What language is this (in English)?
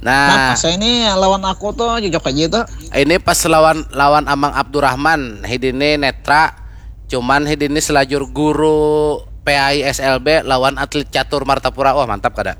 Banjar